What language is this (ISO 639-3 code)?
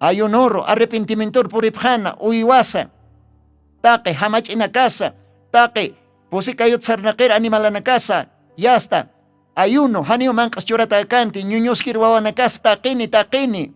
aym